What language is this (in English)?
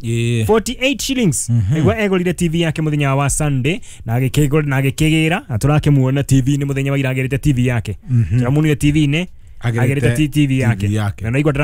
Kikuyu